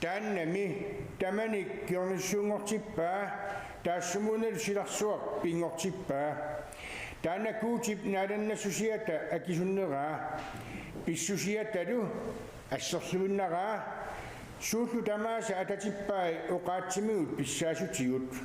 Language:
Kalaallisut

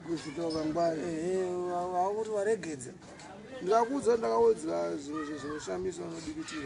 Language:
Shona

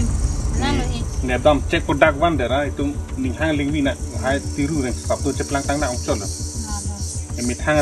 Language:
Karbi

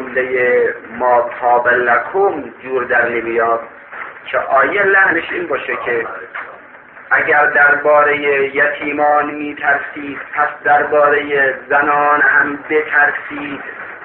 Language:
Persian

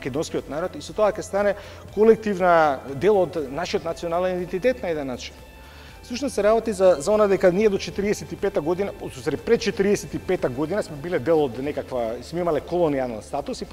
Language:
Macedonian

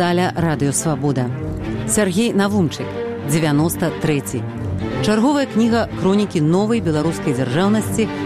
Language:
Belarusian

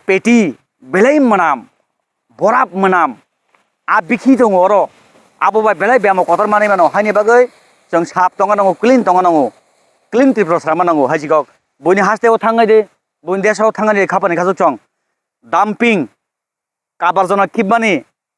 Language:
Kok Borok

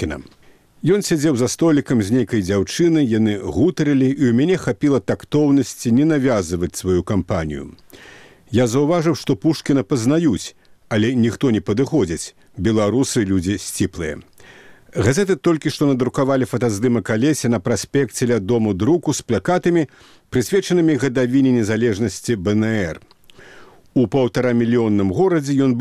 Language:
Belarusian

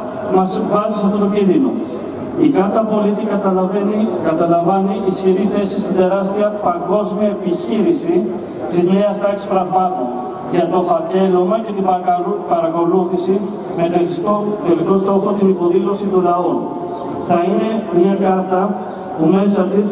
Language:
Greek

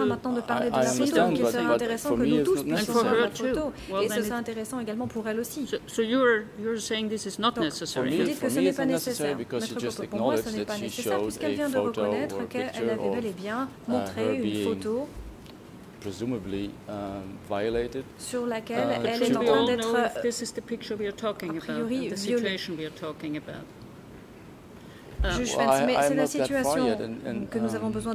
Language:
French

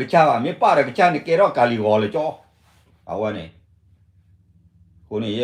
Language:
S'gaw Karen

